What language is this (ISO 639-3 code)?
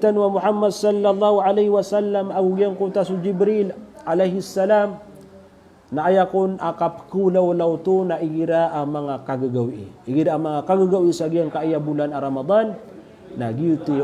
mrw